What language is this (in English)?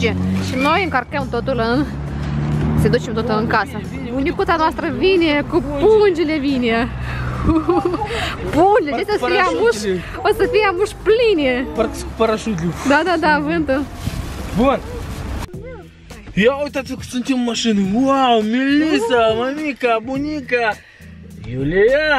Romanian